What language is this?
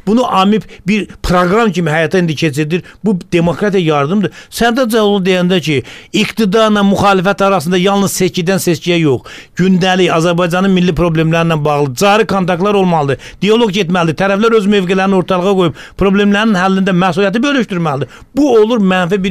Azerbaijani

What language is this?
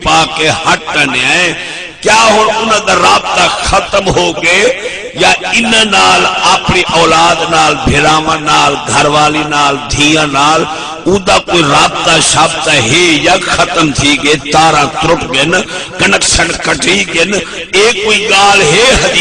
Saraiki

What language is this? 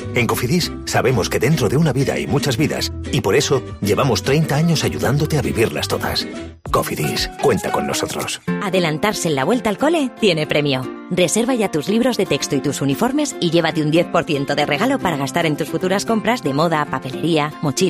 Spanish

